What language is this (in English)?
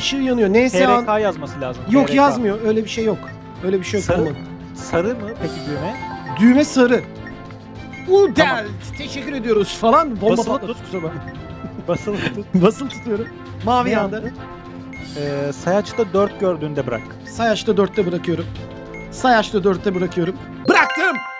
Turkish